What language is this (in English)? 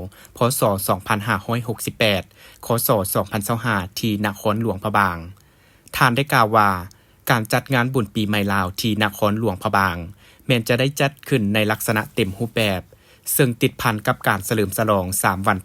Lao